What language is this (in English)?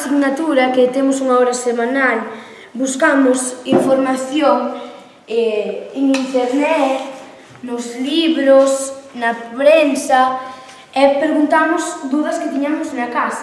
Galician